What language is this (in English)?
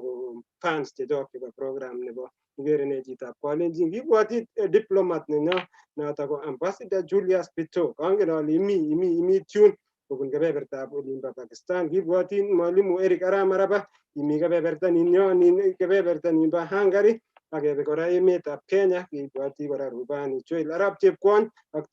Kalenjin